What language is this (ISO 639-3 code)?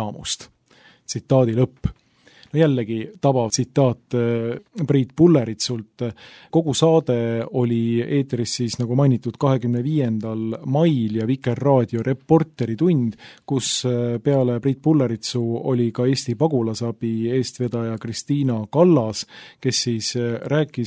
est